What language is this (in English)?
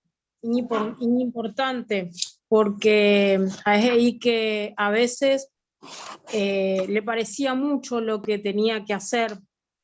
Guarani